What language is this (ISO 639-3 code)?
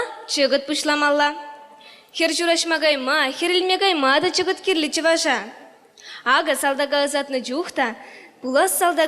chv